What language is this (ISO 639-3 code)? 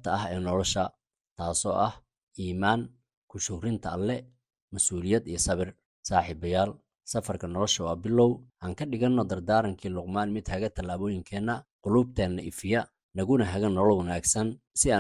som